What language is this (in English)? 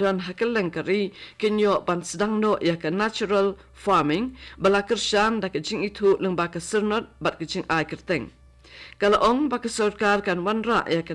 Khasi